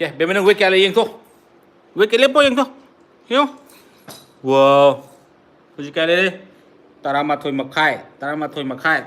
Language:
Manipuri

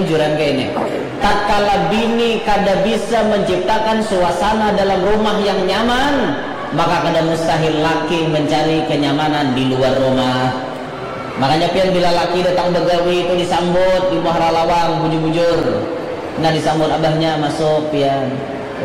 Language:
Banjar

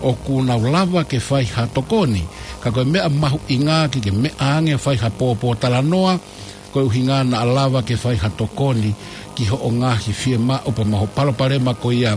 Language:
Tongan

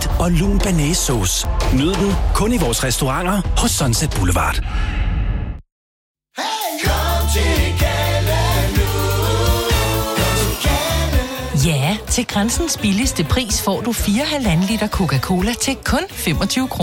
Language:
Danish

